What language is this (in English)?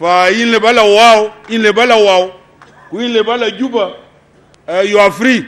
Sudanese Arabic